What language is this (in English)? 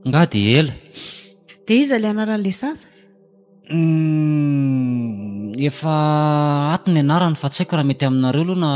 Malagasy